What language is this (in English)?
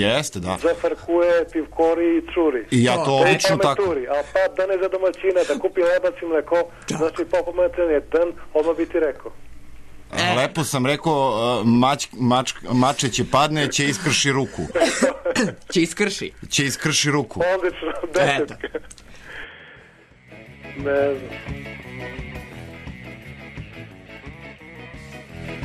Serbian